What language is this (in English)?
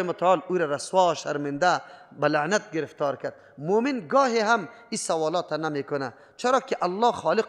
Persian